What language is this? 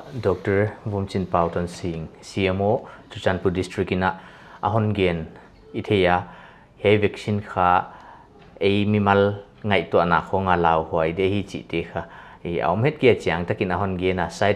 Paite Chin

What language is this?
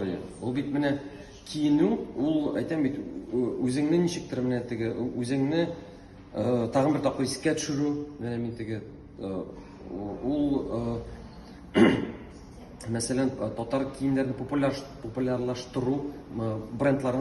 Tatar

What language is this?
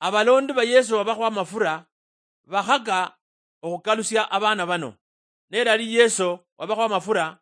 Luyia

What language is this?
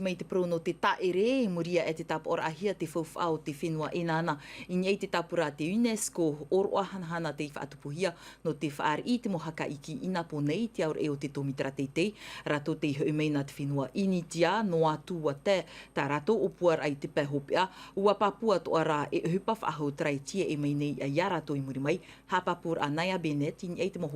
Tahitian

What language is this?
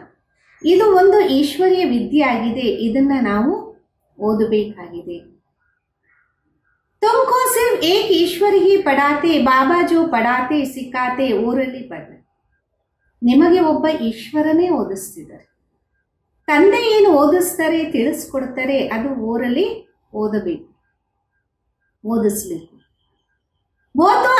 Kannada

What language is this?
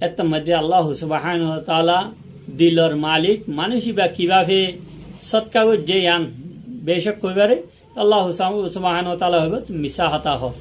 Rohingya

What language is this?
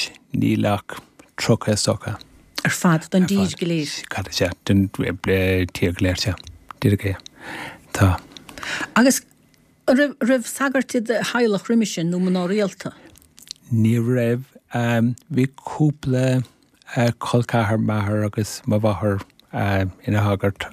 Irish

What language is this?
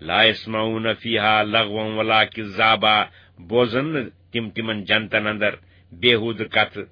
Kashmiri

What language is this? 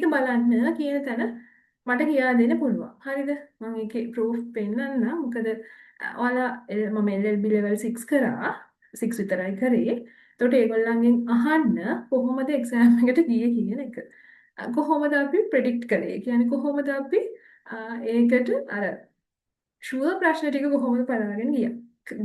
Sinhala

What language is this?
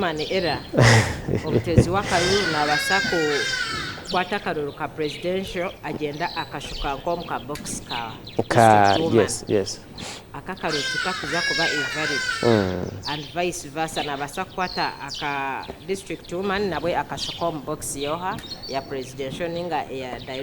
Nyankole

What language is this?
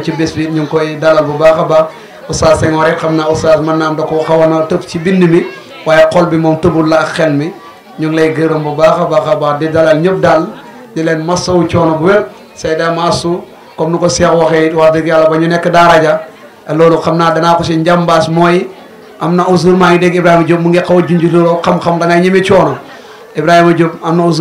Wolof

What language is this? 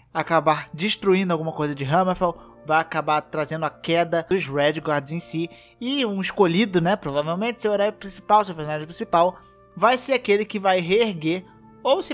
Portuguese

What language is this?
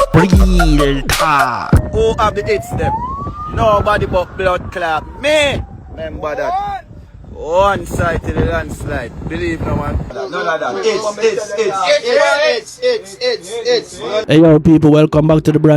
Jamaican Creole English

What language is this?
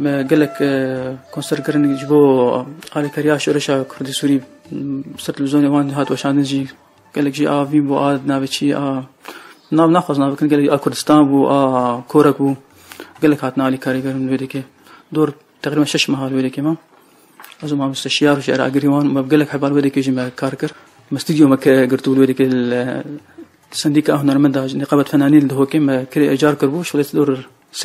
Kurdish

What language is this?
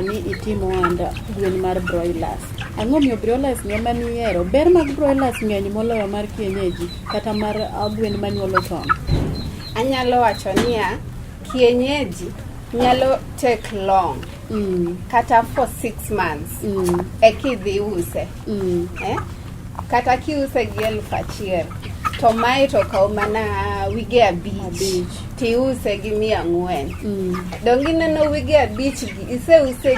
Luo (Kenya and Tanzania)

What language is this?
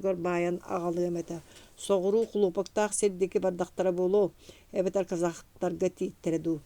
Yakut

